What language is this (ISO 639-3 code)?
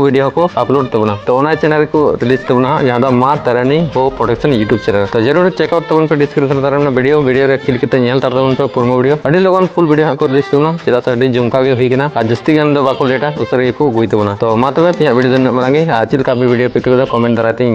sat